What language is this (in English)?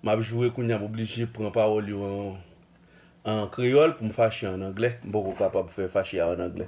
Haitian Creole